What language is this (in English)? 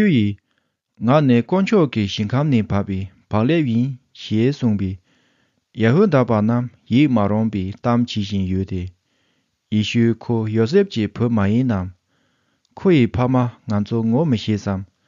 Tibetan